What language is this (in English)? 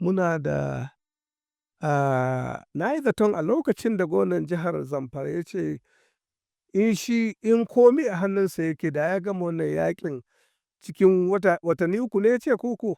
Hausa